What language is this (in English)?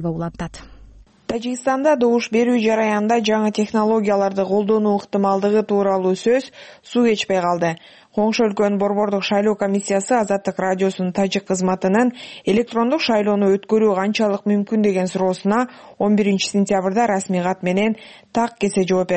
Kyrgyz